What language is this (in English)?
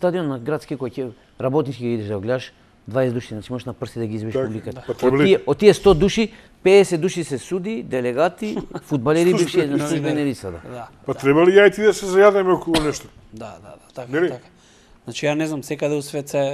Macedonian